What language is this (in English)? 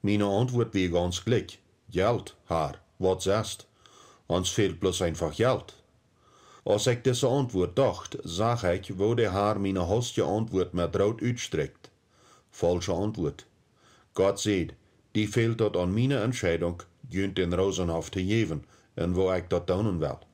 Plautdietsch